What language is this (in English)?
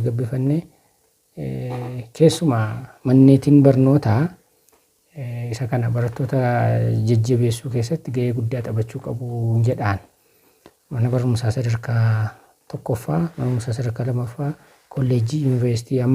Oromo